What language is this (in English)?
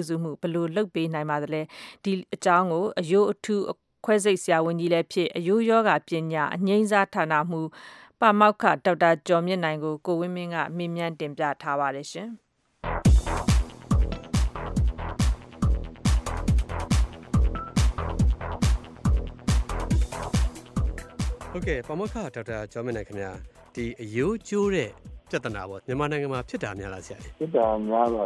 Burmese